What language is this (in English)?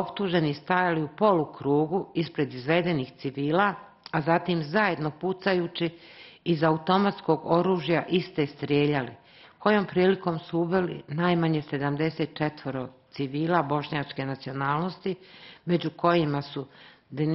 Bosnian